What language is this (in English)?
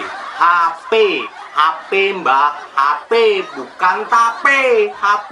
Musi